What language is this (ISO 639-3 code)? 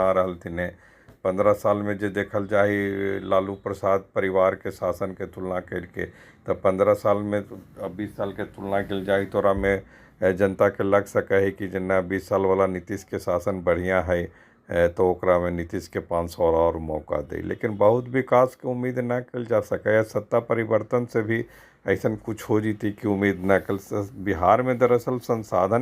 mag